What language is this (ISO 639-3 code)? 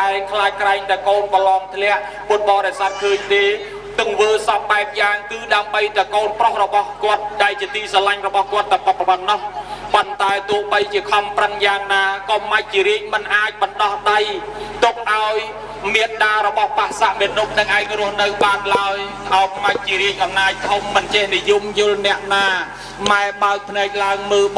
khm